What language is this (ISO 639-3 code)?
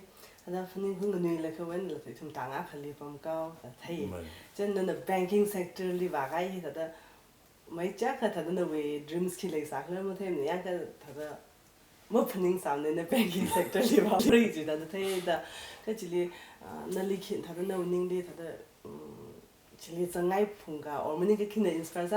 nmf